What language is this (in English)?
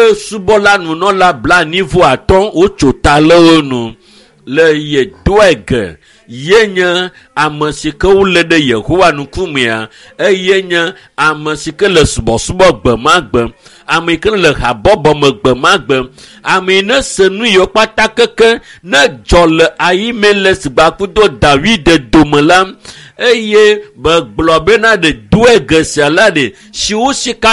Ewe